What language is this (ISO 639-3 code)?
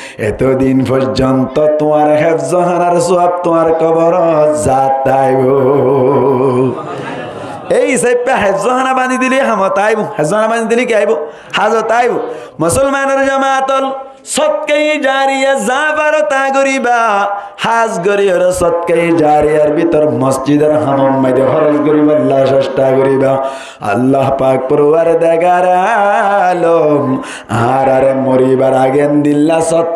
rhg